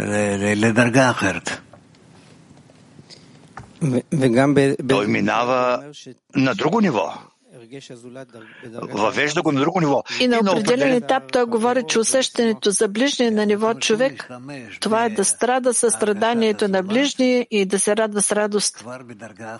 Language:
Bulgarian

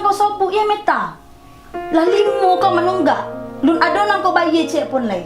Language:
Minangkabau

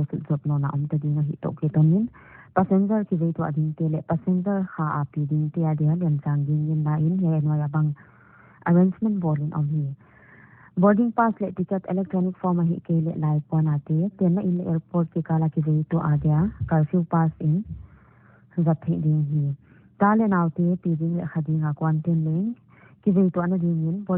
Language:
Paite Chin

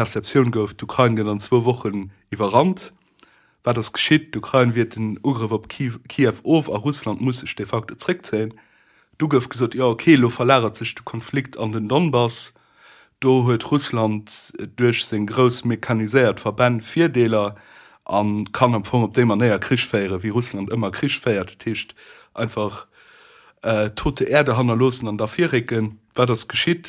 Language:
Luxembourgish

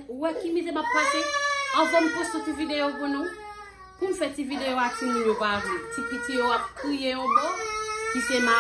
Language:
Haitian Creole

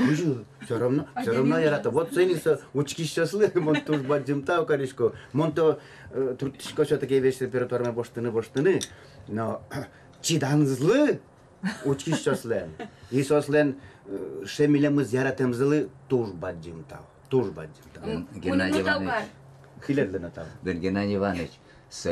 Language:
Udmurt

